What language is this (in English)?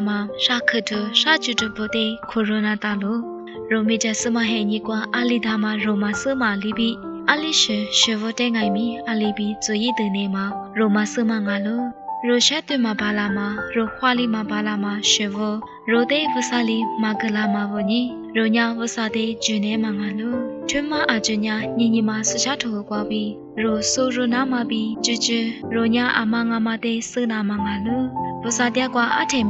Lisu